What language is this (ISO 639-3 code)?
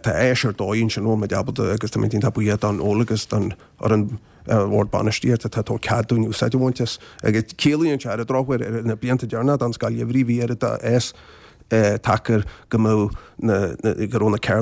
gle